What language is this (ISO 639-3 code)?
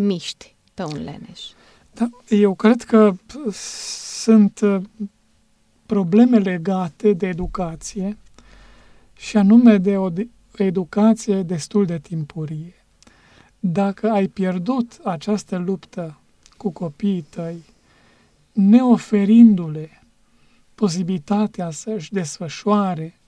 ron